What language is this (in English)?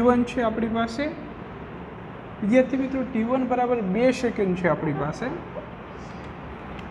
Gujarati